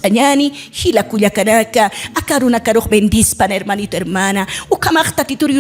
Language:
Aymara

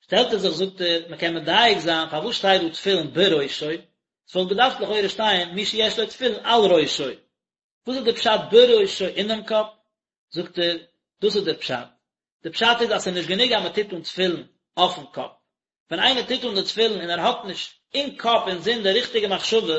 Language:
Yiddish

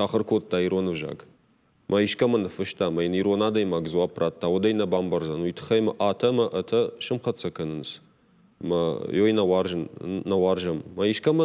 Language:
Ossetic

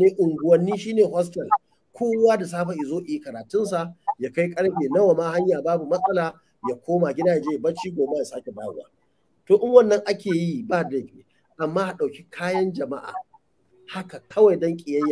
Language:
Hausa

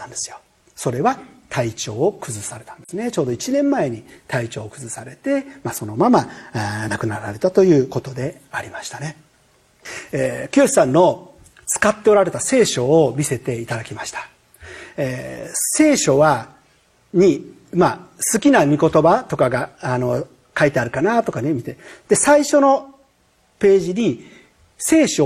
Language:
Japanese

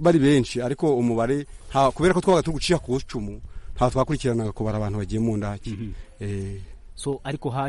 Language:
Kinyarwanda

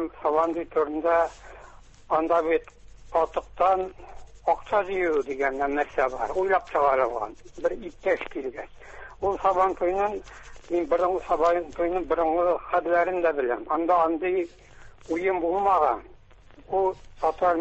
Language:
Tatar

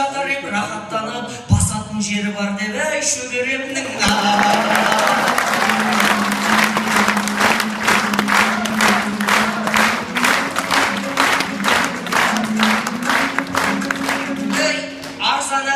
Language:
Kazakh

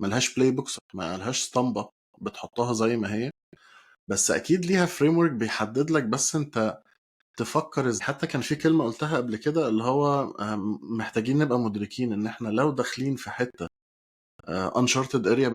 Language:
Egyptian Arabic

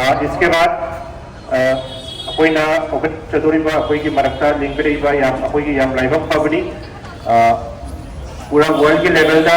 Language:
Manipuri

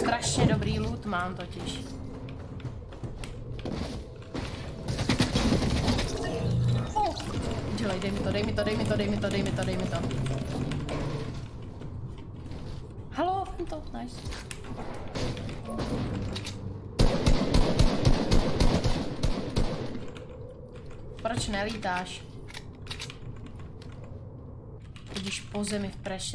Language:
Czech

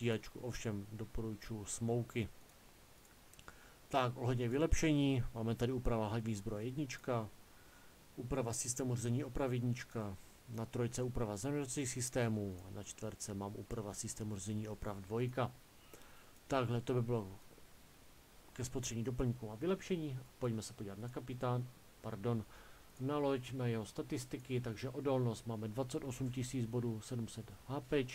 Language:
Czech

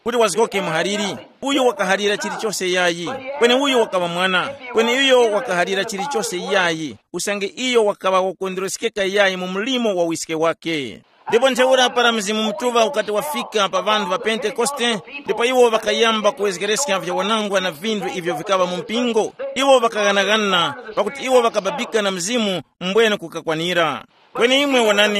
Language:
Tumbuka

